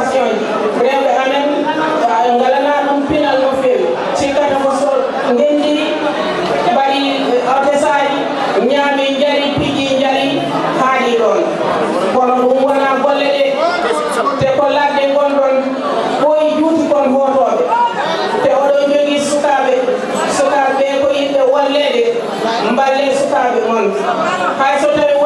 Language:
Fula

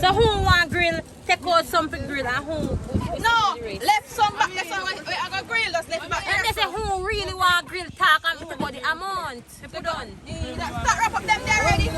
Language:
Jamaican Creole English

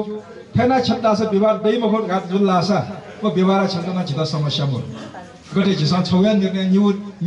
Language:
Newari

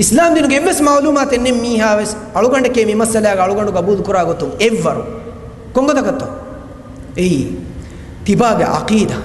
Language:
Divehi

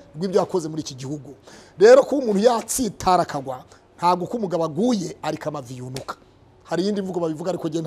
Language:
Kinyarwanda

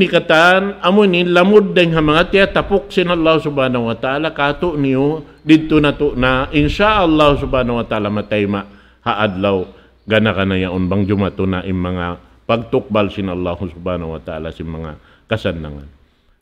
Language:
Tausug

